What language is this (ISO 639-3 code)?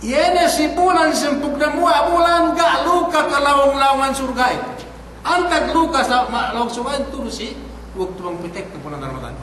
yka